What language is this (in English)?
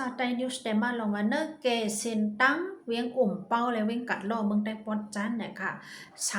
Shan